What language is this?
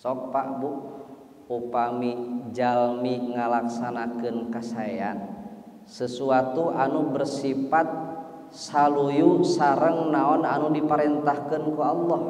Sundanese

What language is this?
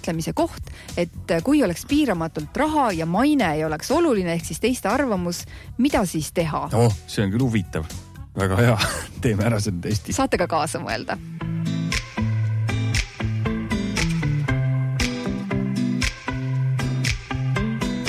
Estonian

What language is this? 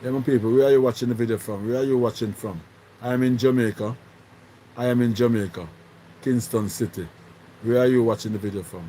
Jamaican Creole English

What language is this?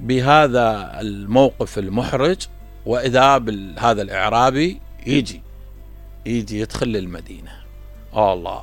Mesopotamian Arabic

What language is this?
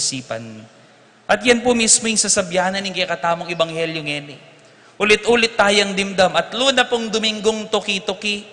Pampanga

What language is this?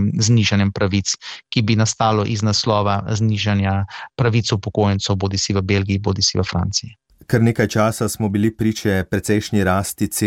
Slovenian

